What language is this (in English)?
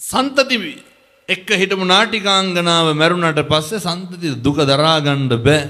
Sinhala